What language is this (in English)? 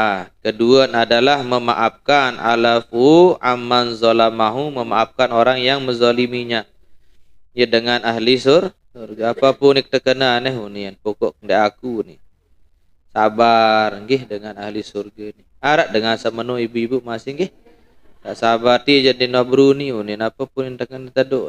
Sasak